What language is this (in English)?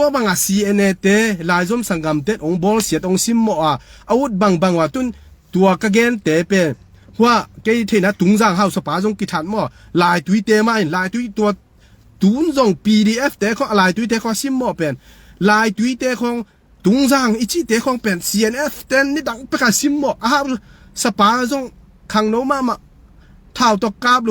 Tedim Chin